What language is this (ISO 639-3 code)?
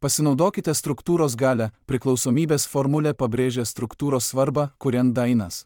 lit